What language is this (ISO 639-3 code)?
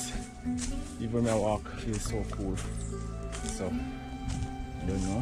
jam